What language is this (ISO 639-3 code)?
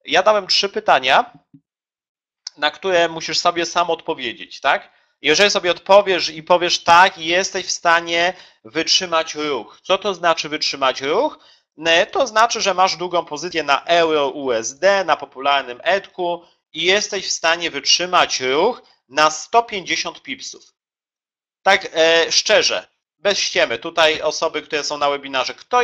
pol